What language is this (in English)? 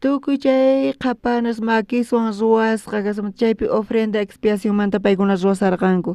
South Bolivian Quechua